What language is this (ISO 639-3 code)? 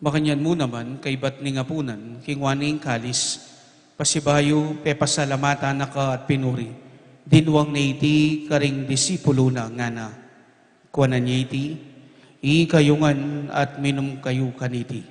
pam